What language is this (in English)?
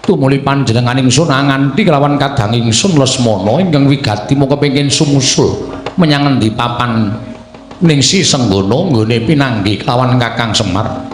Javanese